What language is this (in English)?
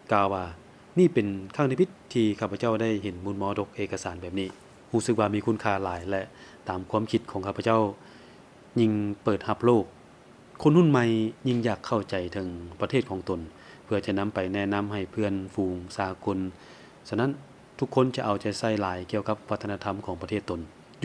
Lao